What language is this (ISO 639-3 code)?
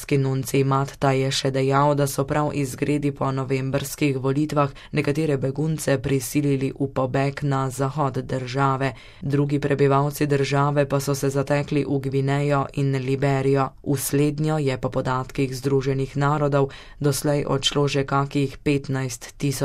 slv